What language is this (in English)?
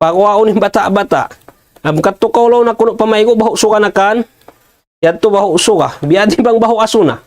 Tausug